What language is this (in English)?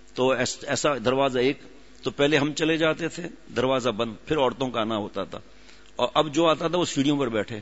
Urdu